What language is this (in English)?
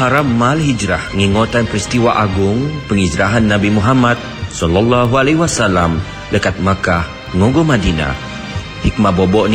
Malay